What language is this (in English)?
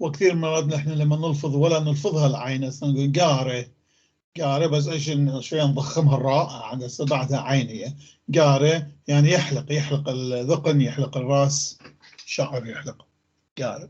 North Levantine Arabic